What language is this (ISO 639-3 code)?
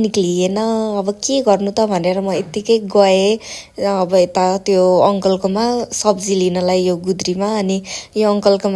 nep